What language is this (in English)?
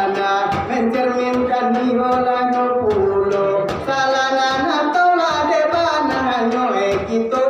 Minangkabau